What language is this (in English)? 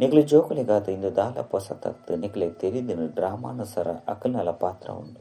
Tulu